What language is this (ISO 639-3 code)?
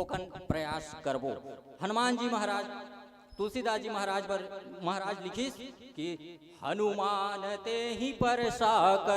hne